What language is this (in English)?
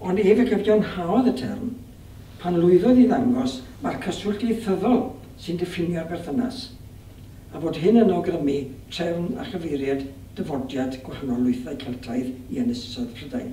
Welsh